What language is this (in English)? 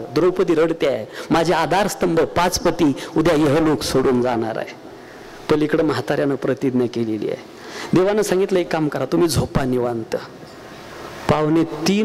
Marathi